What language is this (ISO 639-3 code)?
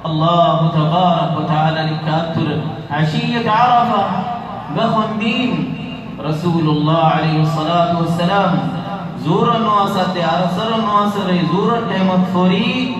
rhg